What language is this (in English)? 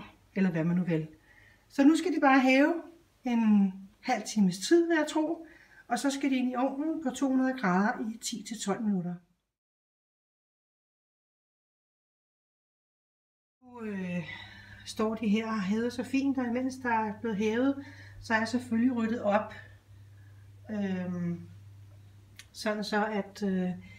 Danish